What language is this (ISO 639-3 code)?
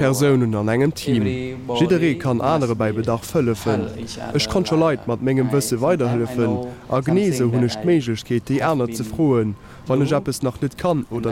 ltz